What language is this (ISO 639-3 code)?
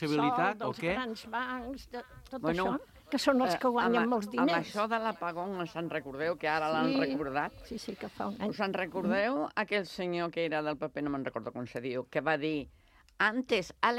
cat